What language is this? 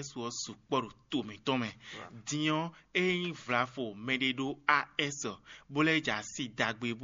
Fon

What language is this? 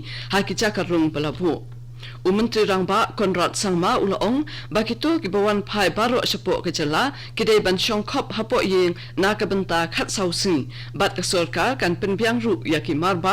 Khasi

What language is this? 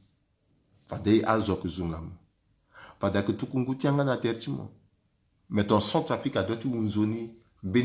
Sango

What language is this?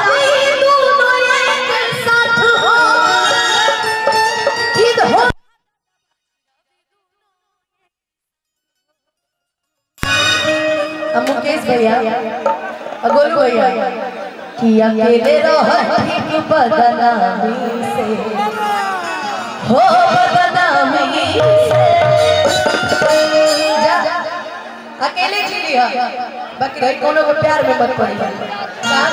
Bhojpuri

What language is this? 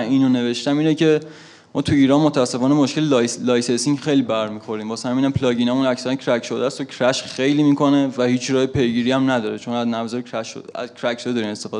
Persian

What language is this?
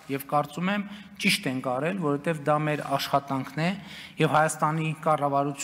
Armenian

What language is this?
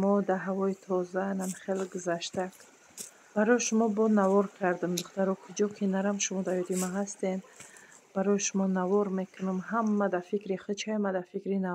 Tajik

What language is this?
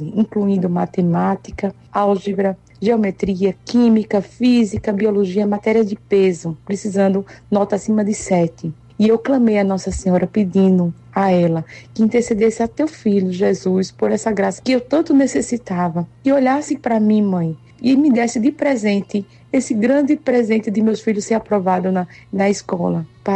Portuguese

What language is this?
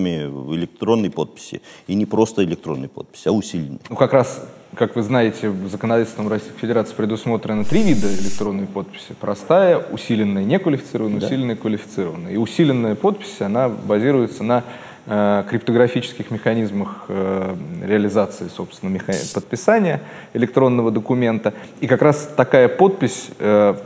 Russian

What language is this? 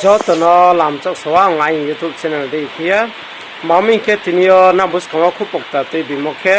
Riang (India)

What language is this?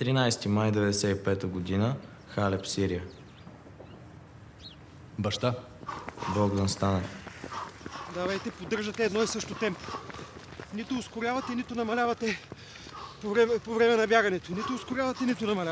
Bulgarian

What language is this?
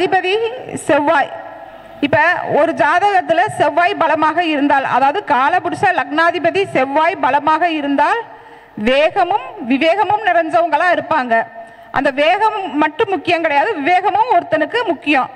Tamil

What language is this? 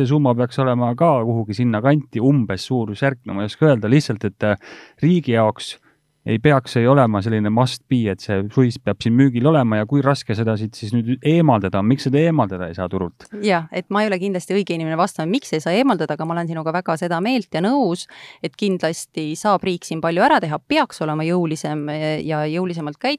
Estonian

